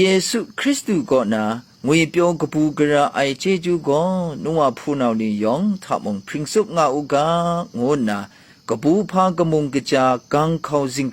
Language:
Kachin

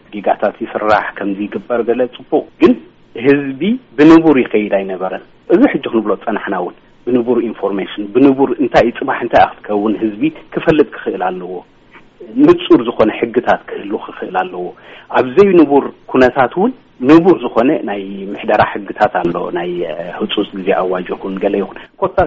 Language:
Tigrinya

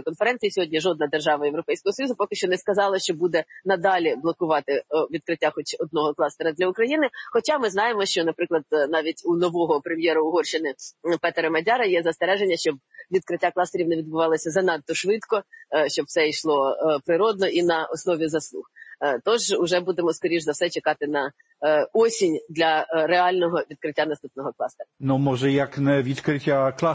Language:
Ukrainian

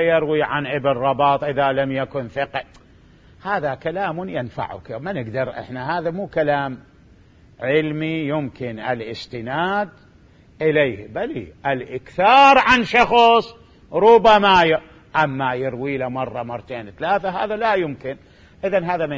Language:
Mesopotamian Arabic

